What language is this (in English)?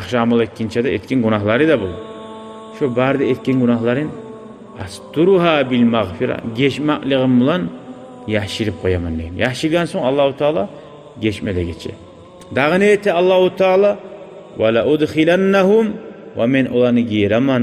Kumyk